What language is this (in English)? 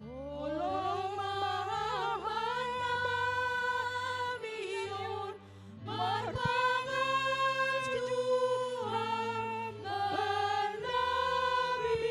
Batak Simalungun